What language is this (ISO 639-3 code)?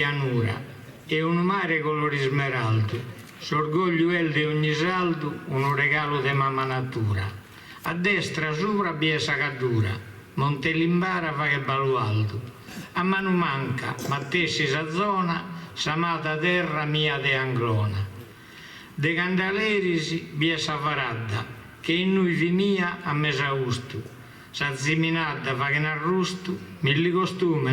srd